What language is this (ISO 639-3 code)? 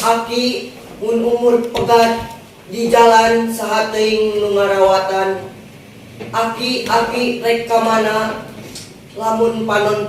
sun